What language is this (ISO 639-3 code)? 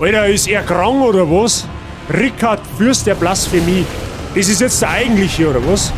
bar